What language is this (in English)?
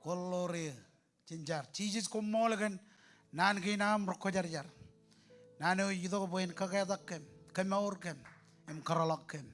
Marshallese